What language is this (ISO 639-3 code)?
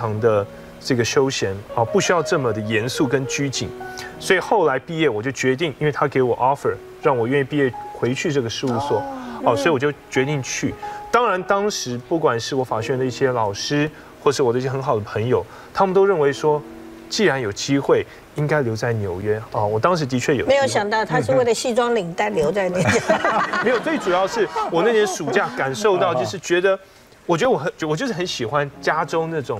zho